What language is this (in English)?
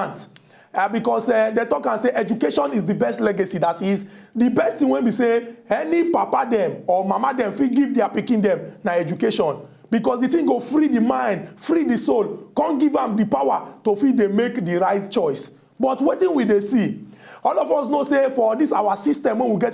Nigerian Pidgin